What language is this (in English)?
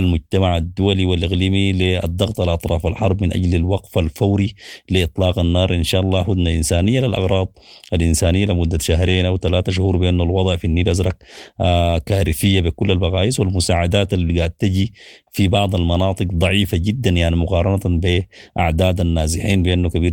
Sudanese Arabic